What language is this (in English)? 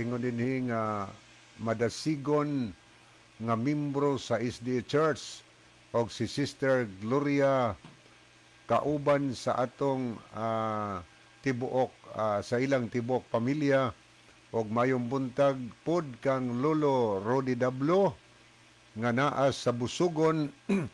Cebuano